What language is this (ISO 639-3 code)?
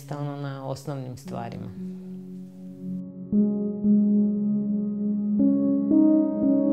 hrv